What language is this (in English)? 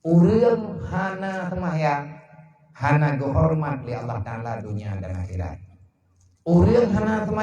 Achinese